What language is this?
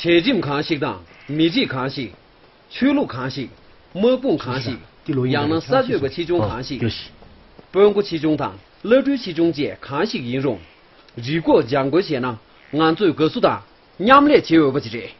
Tibetan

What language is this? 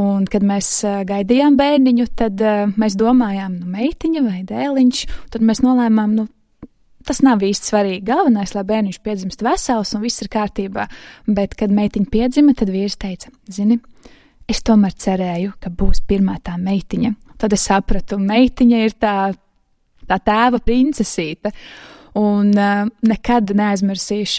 Latvian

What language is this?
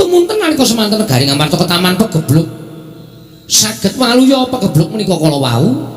Javanese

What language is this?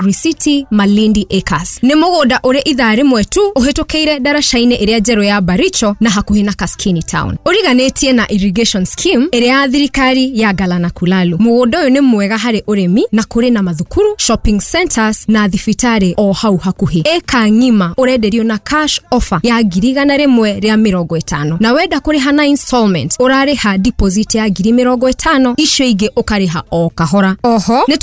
Kikuyu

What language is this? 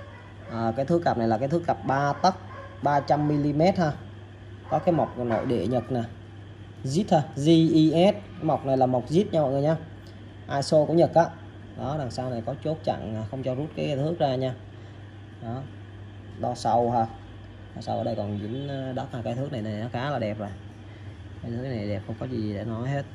Vietnamese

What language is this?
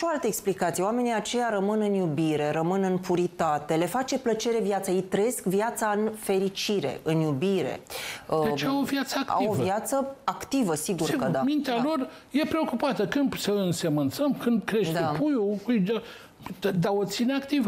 Romanian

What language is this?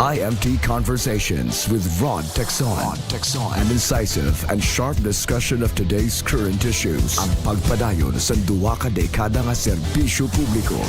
Hiligaynon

